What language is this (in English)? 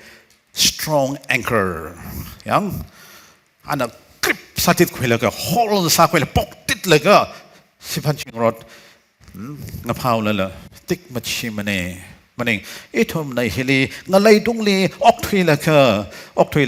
Tangkhul Naga (India)